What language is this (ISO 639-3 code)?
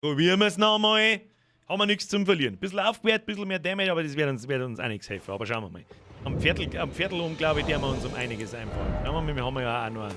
bar